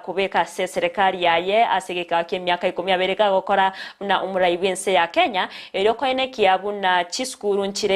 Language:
Gusii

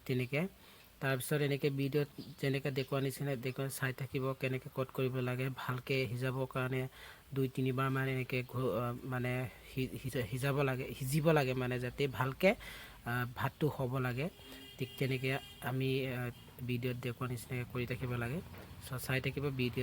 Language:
Assamese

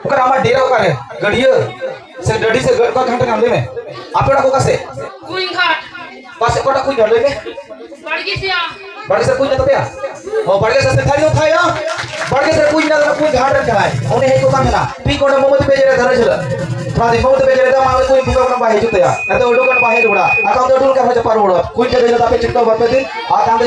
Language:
Santali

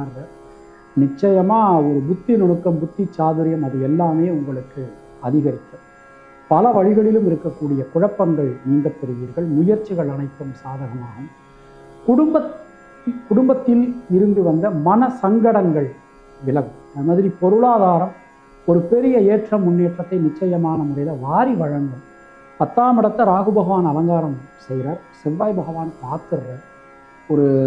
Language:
Tamil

